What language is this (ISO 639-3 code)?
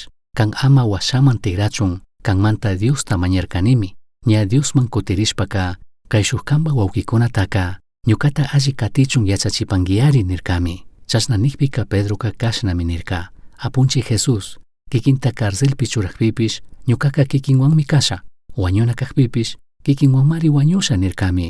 qug